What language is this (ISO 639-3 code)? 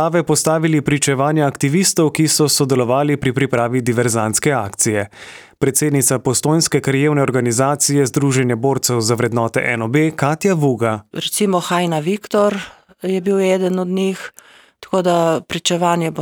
slv